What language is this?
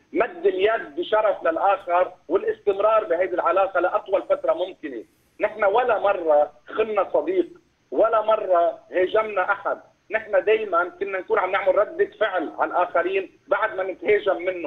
North Levantine Arabic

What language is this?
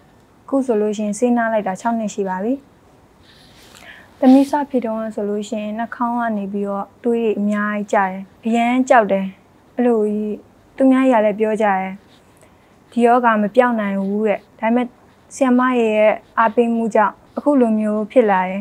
Burmese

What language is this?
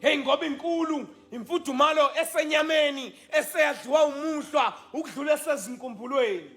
Zulu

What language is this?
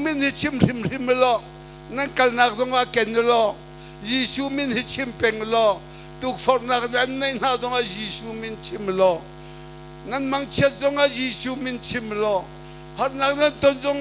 Hakha Chin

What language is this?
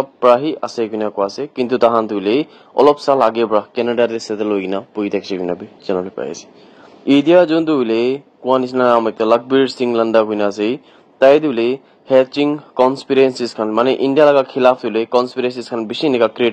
Naga Pidgin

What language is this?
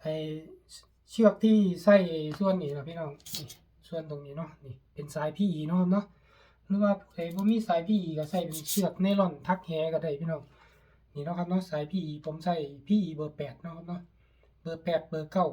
Northeastern Thai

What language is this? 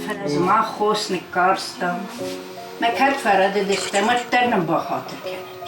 Ossetic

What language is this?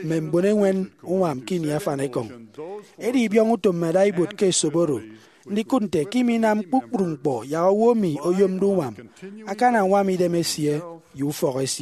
Efik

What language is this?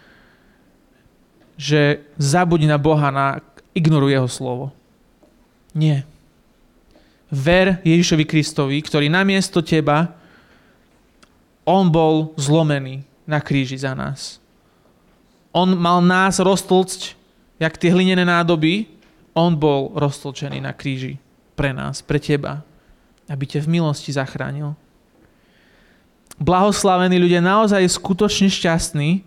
Slovak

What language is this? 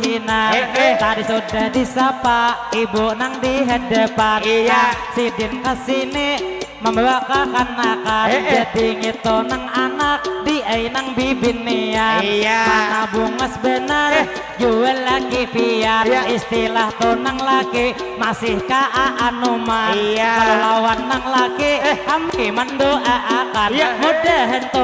Banjar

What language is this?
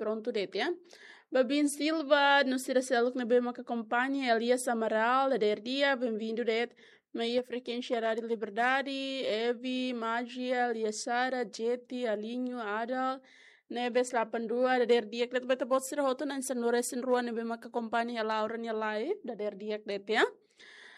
Tetum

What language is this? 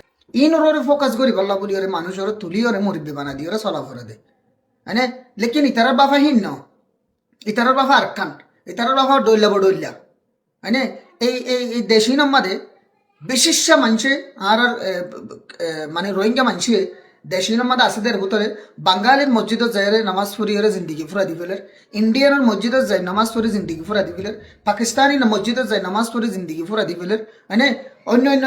Rohingya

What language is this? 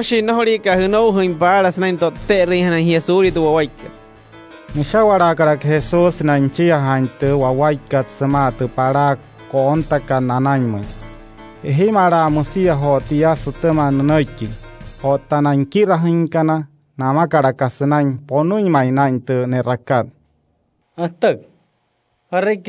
Wayuu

